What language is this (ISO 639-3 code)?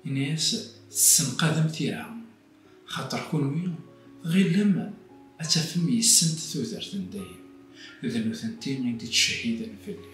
kab